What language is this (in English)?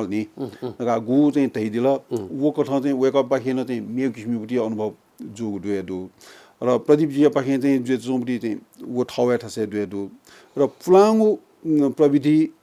Newari